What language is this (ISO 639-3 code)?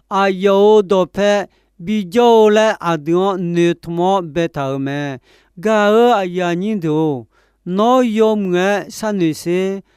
ahk